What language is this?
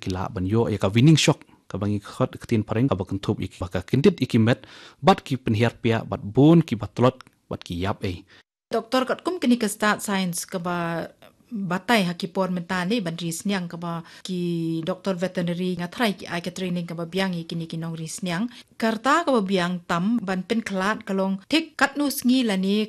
Khasi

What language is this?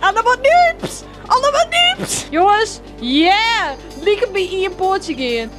Western Frisian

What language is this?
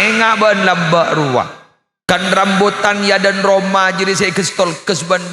Madurese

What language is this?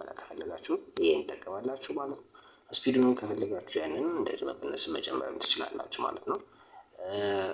Amharic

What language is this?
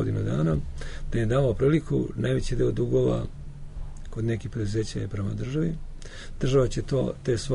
Serbian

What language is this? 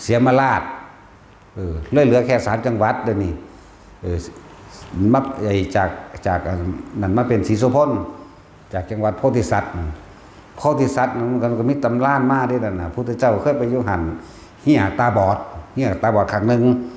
Northeastern Thai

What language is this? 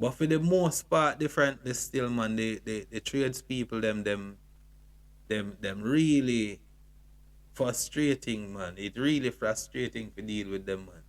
Jamaican Creole English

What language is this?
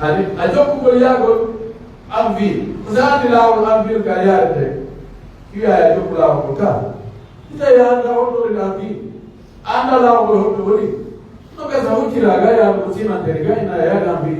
Pular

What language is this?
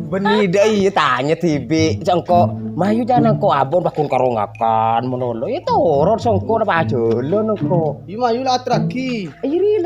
Madurese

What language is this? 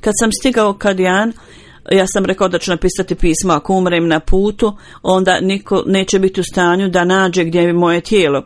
Bosnian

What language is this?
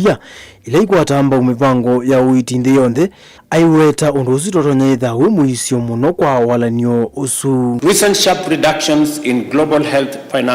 Kamba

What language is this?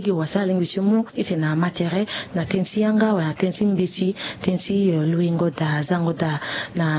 Sango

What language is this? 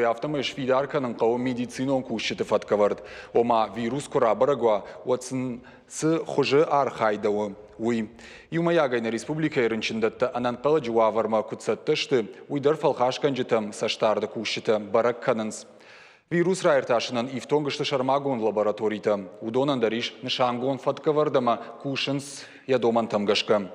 Ossetic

